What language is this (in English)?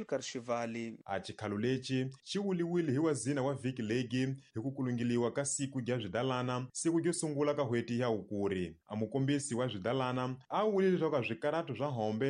Tsonga